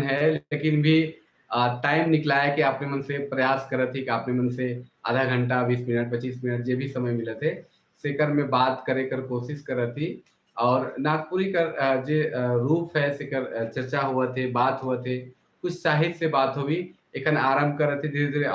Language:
Sadri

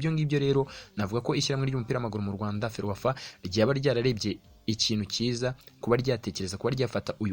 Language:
Kinyarwanda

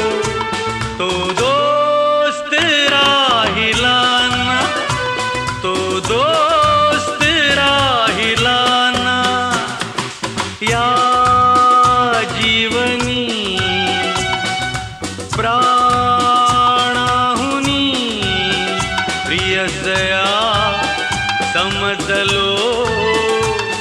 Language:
Marathi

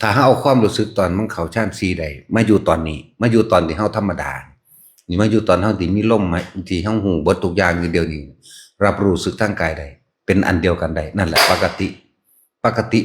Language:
Northeastern Thai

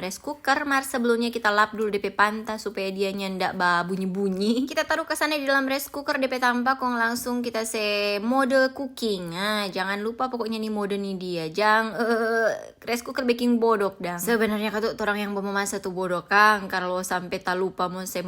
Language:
Manado Malay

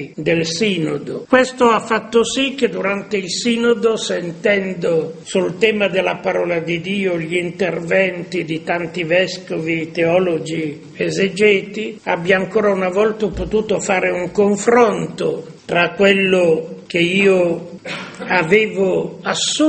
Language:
Italian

